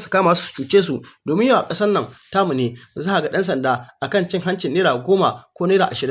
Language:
Hausa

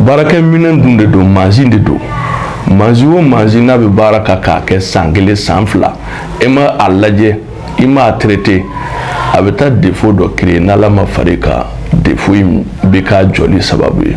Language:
Bambara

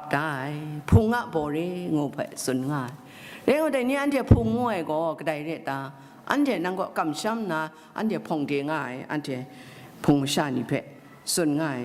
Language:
Kachin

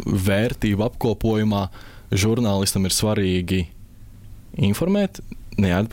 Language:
Latvian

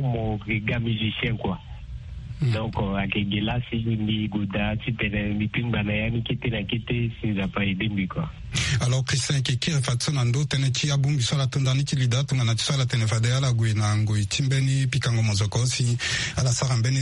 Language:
Sango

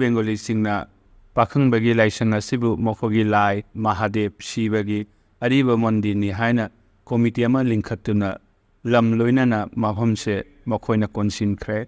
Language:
Manipuri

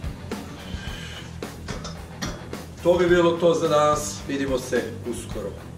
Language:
Serbian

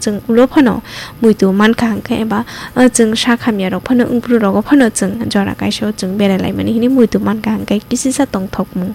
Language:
Kok Borok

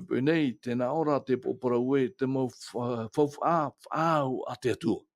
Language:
Tahitian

